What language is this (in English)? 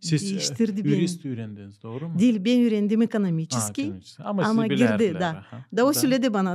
Gagauz